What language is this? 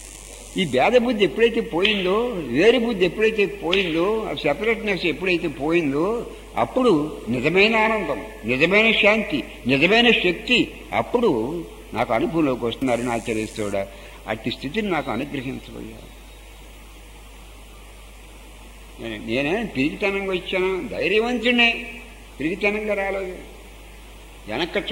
Telugu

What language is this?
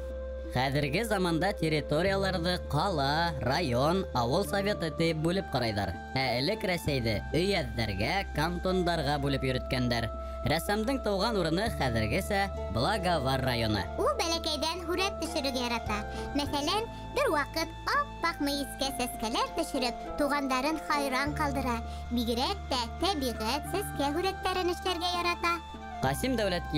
Bashkir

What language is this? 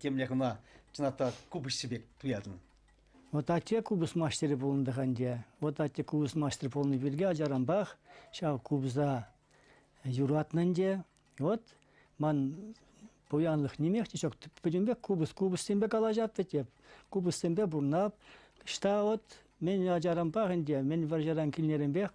Chuvash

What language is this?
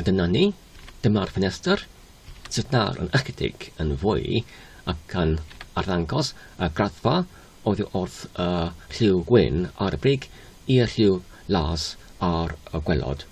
Welsh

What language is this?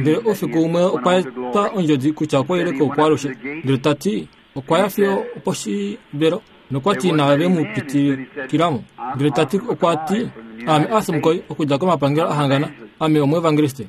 Kuanyama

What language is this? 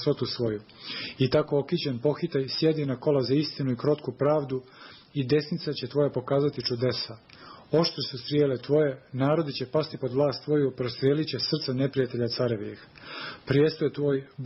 Serbian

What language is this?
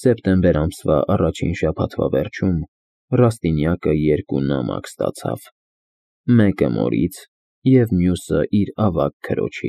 Armenian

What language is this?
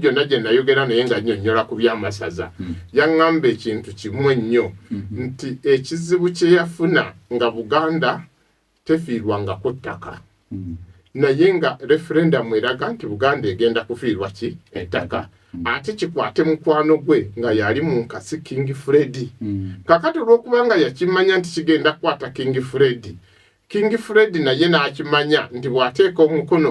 Ganda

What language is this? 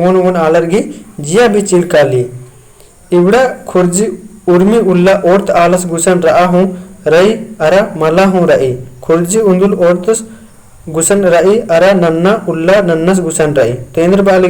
Kurukh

